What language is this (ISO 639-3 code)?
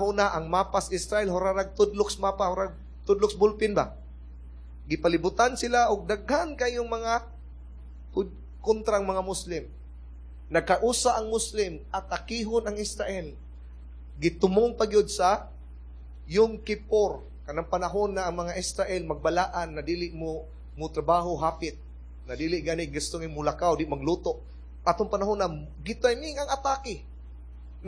ceb